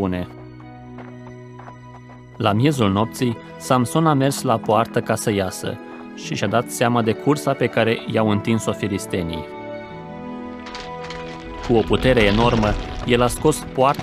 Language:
Romanian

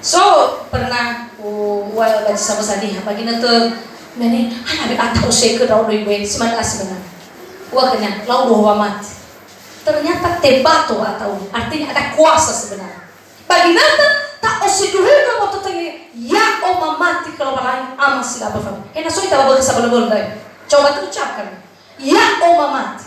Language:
Nias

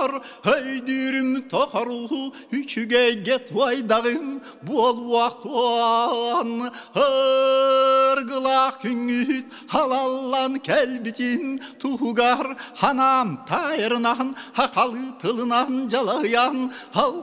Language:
Yakut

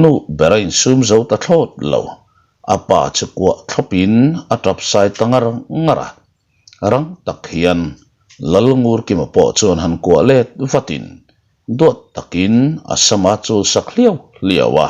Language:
Mizo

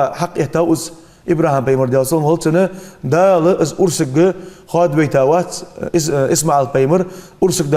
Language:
Ingush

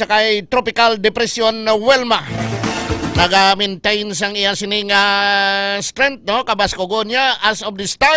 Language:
Hiligaynon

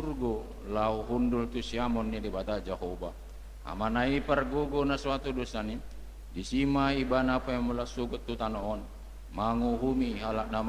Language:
Batak Toba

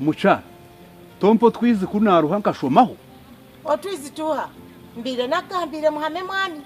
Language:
Nyankole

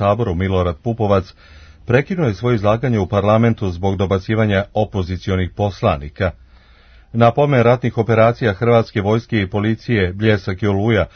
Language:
Serbian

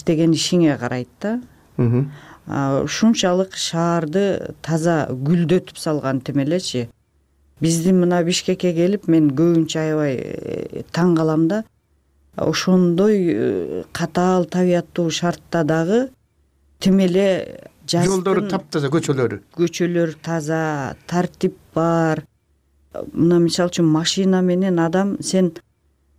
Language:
Kyrgyz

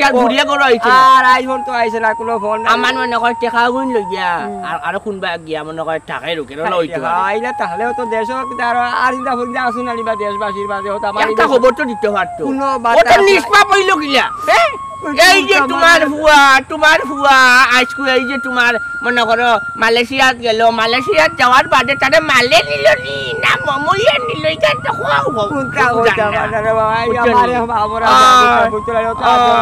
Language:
Sylheti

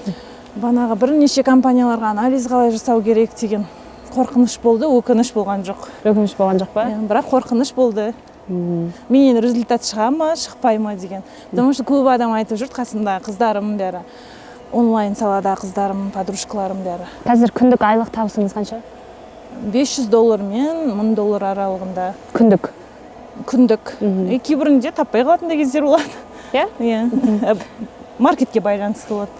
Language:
Kazakh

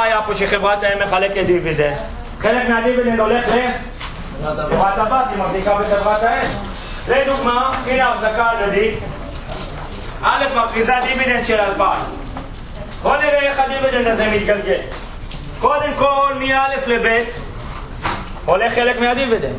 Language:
Hebrew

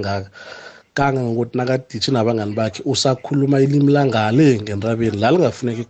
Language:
South Ndebele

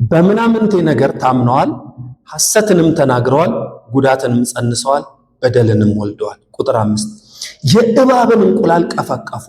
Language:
Amharic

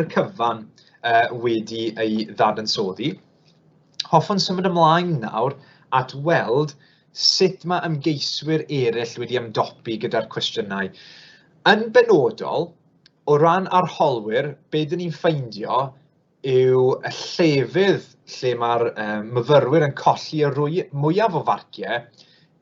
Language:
Welsh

